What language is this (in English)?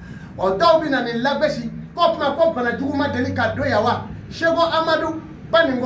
Bambara